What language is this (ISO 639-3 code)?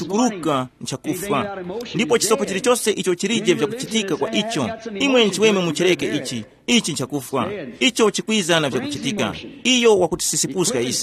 tum